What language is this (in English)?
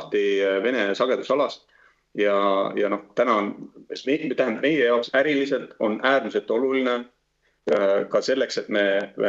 Estonian